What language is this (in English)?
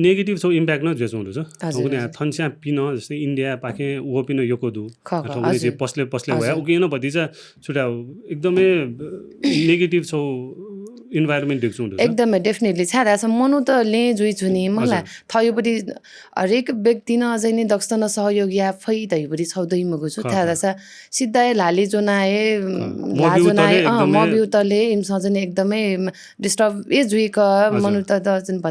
Newari